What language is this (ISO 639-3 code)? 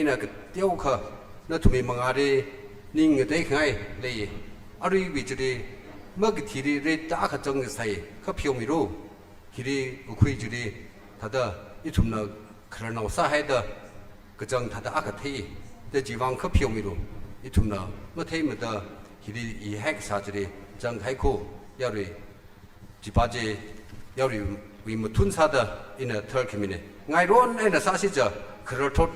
nmf